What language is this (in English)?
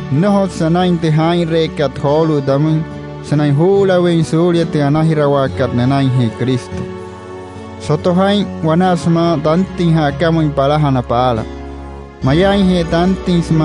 Wayuu